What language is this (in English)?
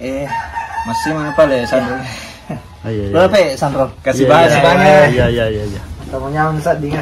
Buginese